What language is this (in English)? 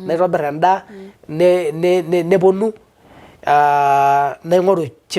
Masai